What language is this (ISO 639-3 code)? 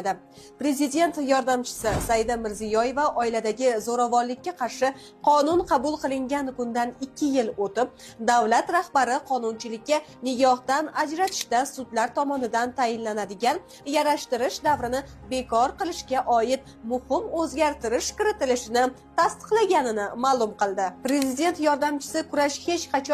uzb